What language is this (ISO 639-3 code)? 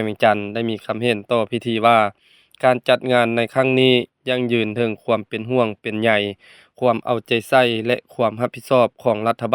lao